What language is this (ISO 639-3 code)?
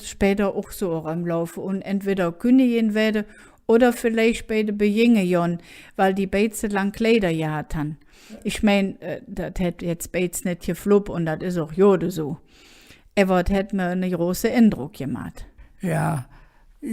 ksh